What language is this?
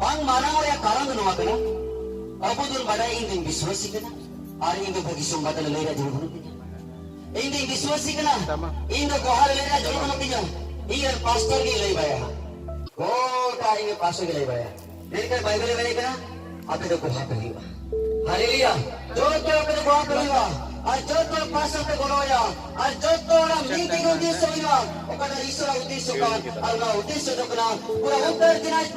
Santali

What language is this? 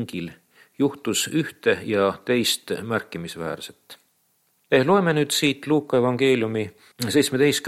Estonian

